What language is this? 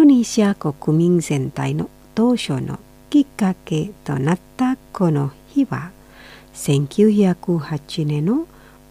Japanese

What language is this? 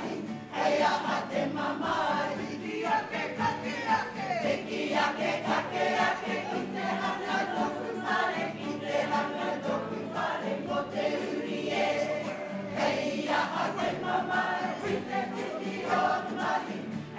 Māori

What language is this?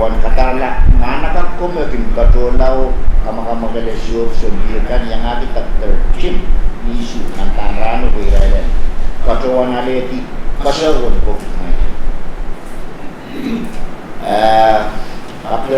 Pohnpeian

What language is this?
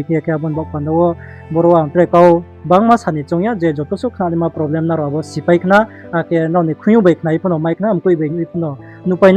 Riang (India)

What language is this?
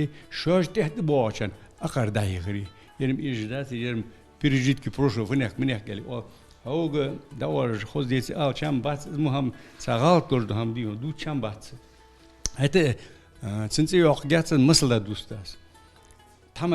Ingush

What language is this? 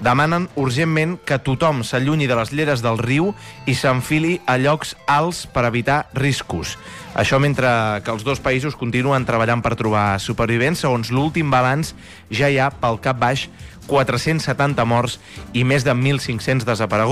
Catalan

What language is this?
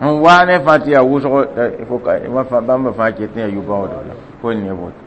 Mossi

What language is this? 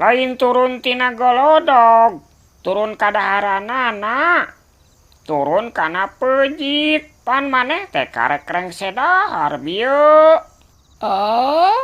Sundanese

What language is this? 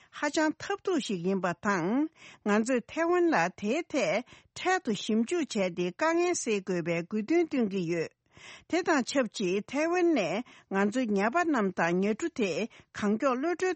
Tibetan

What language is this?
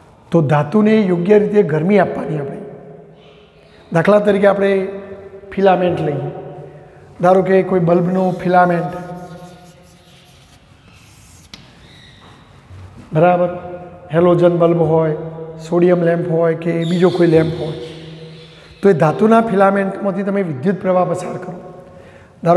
Gujarati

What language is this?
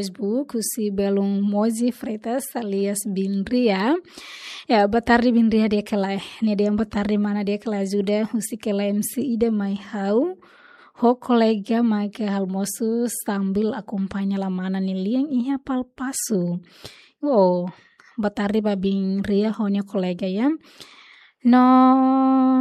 Tetum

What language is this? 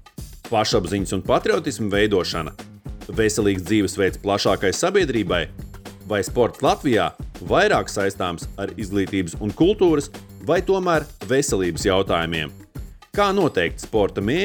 Latvian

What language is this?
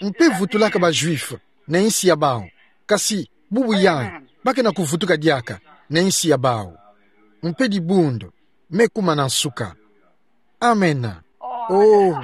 Kituba (Democratic Republic of Congo)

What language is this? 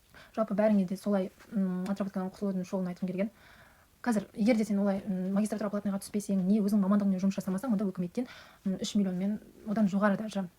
Kazakh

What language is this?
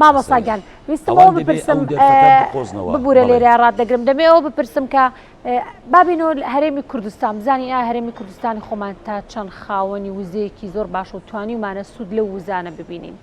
Central Kurdish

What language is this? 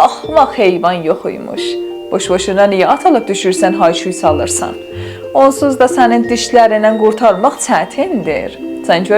South Azerbaijani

